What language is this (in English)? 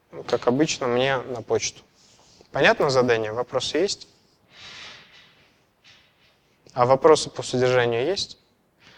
Russian